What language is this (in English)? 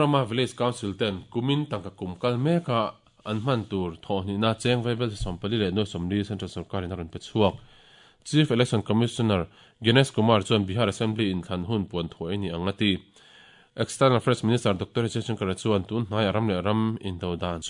Mizo